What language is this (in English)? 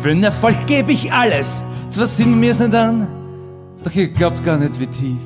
Bavarian